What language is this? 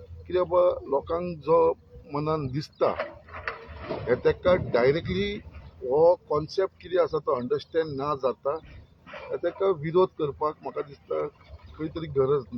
Konkani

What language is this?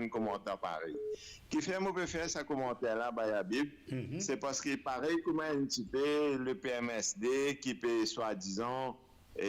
Morisyen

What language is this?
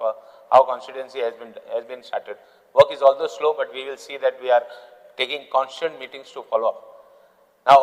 Konkani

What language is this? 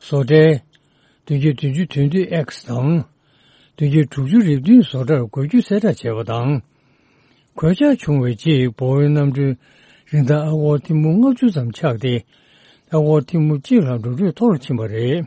Tibetan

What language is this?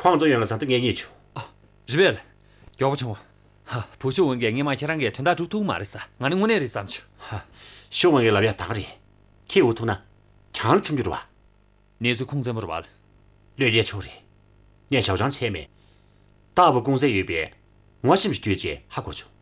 Tibetan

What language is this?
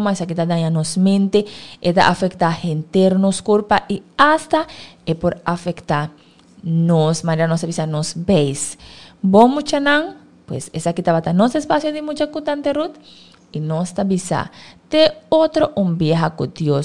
Papiamento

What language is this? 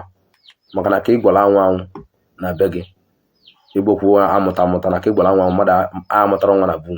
Igbo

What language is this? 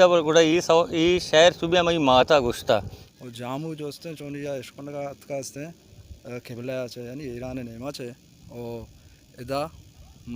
Baluchi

